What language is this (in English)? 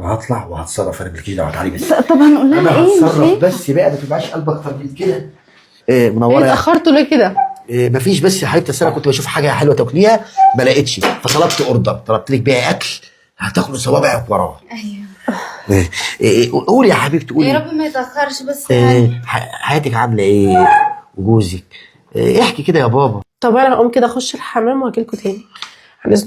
Egyptian Arabic